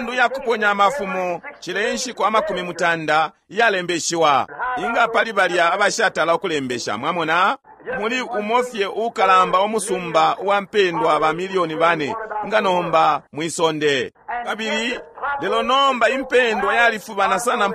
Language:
Bemba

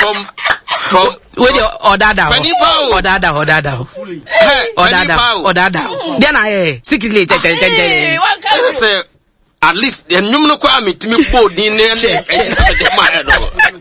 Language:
Akan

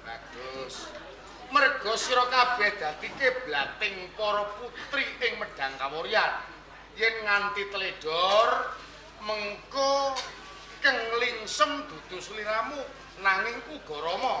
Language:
Javanese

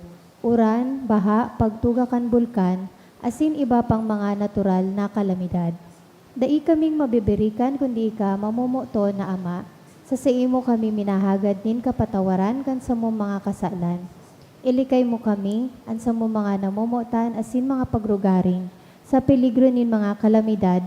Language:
Bikol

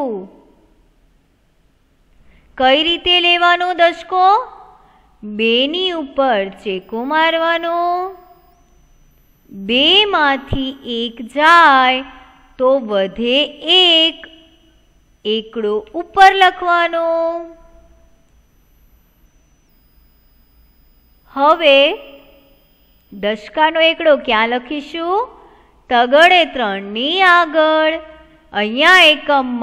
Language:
Gujarati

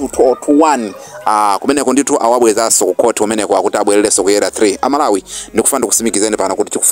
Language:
Nyanja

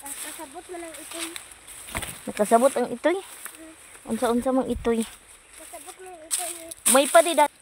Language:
Cebuano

